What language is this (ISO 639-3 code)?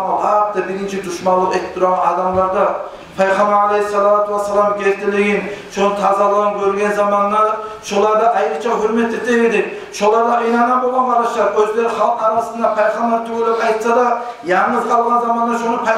kum